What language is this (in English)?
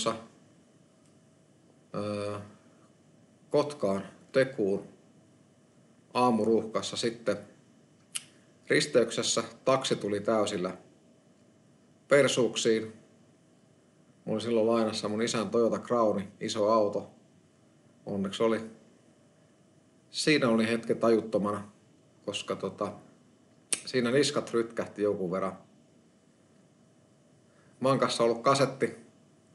Finnish